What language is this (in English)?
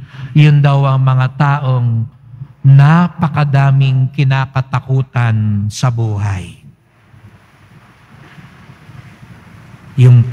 Filipino